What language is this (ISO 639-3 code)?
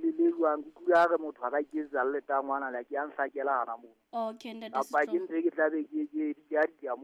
sot